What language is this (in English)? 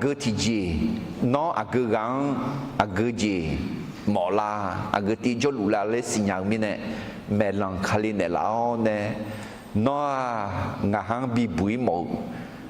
Akha